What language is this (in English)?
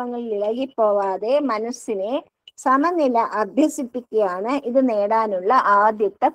Malayalam